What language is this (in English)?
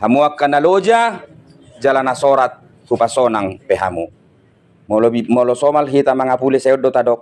Batak Toba